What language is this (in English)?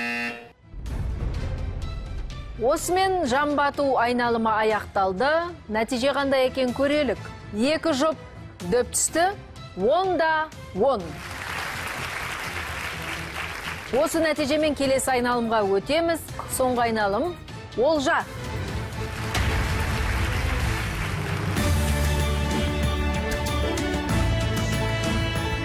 Kazakh